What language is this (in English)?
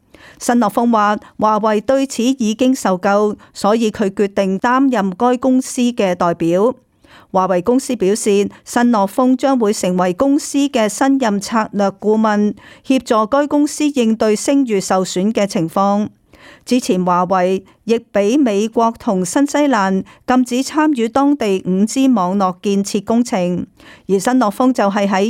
Cantonese